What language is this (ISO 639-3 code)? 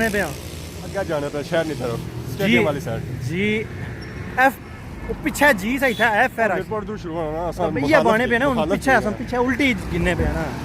phr